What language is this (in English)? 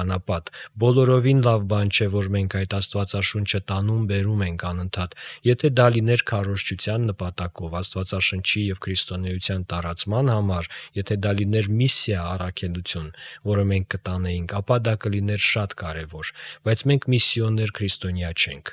Armenian